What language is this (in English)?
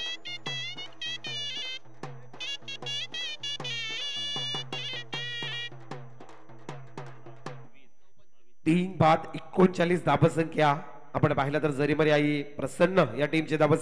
Marathi